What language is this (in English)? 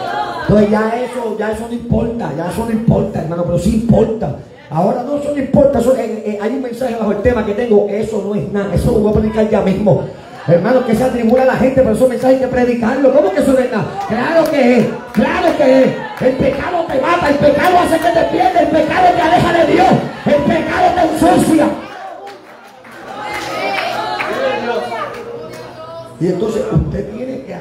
Spanish